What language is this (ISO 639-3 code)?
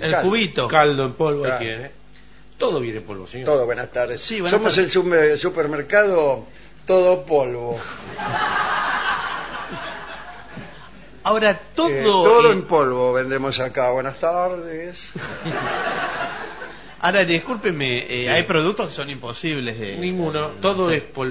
spa